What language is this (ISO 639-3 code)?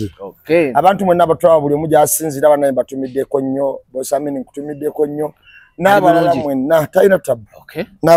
lug